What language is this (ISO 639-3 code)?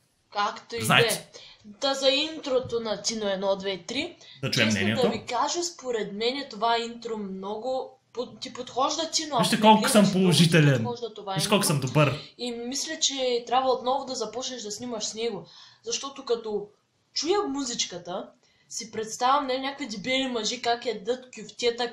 bul